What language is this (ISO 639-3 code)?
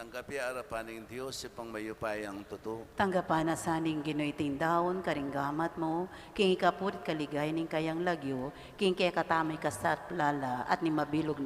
pam